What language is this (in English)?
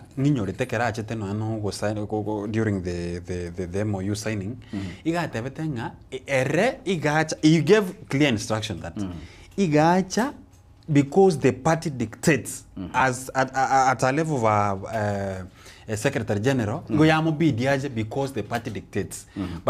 Gusii